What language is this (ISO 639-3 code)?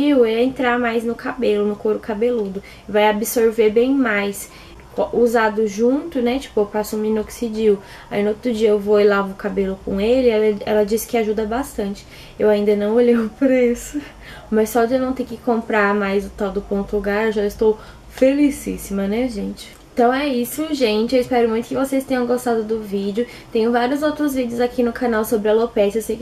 por